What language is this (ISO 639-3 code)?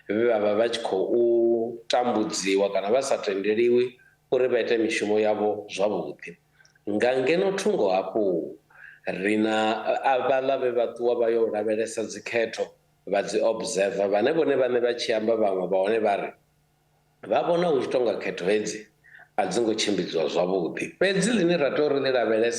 ven